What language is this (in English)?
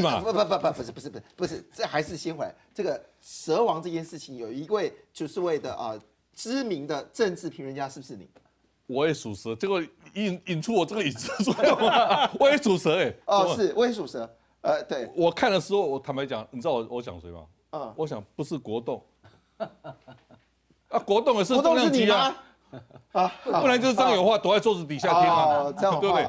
Chinese